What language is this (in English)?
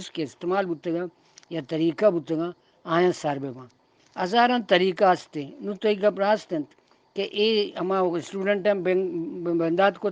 Eastern Balochi